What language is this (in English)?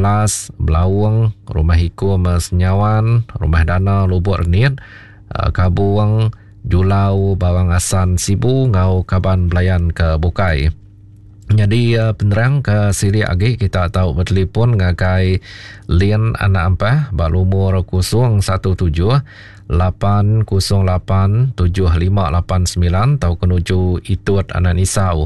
Iban